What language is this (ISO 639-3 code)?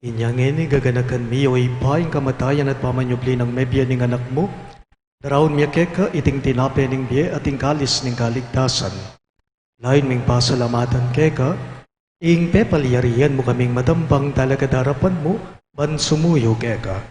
pam